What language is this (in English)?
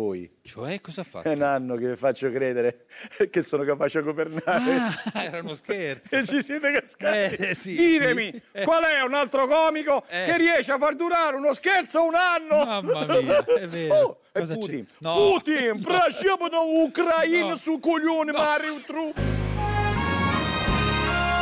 Italian